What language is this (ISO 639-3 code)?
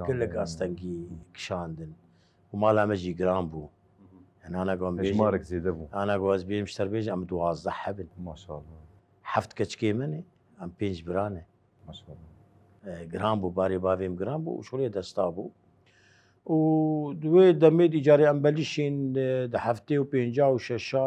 kur